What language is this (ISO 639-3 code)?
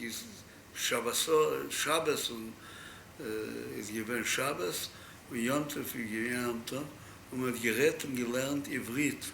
yid